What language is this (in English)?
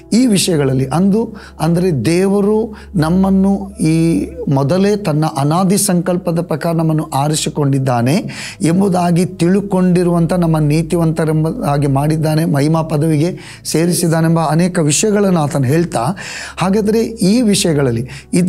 Kannada